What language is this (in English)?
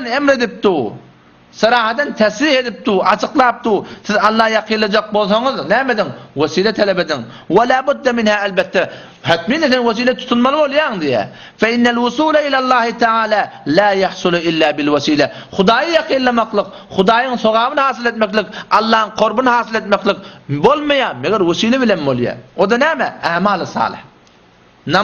Turkmen